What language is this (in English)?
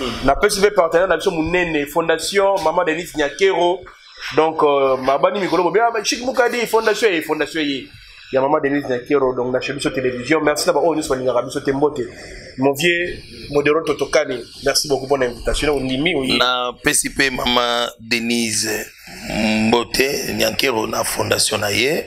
Lingala